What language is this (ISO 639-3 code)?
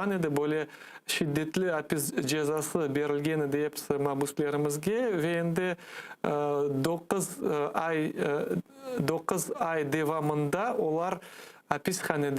crh